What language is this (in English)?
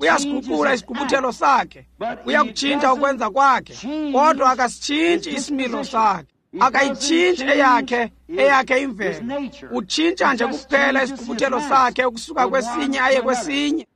Xhosa